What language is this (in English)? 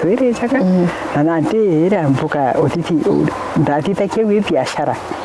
Meru